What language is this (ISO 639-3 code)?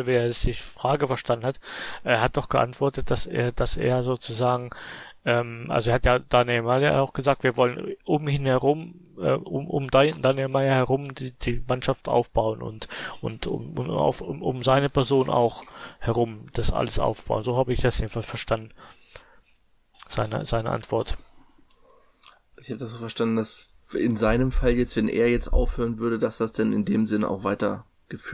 deu